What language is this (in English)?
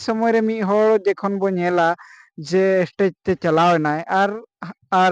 Santali